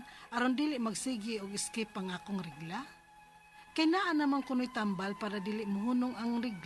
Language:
Cebuano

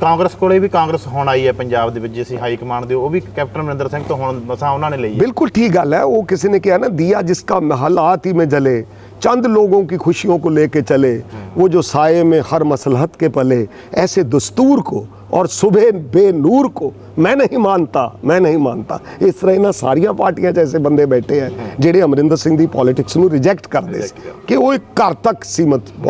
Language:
Punjabi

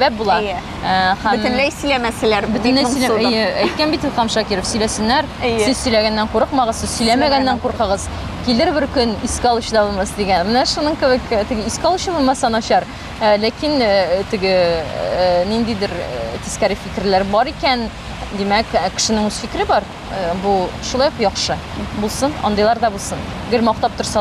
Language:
Tatar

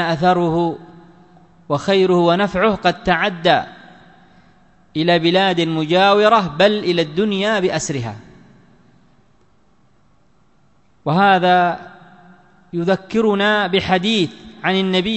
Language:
Arabic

